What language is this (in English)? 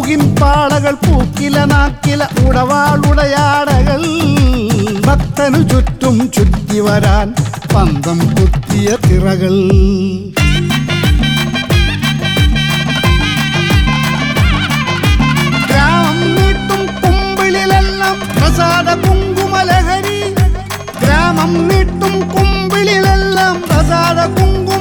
Malayalam